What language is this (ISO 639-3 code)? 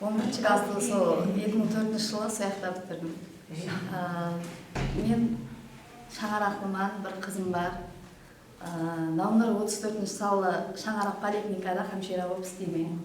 kaa